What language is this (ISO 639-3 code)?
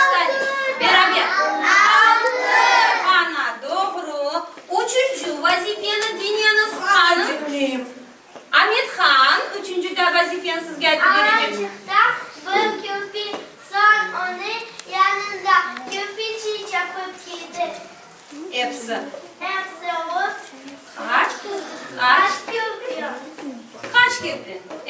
crh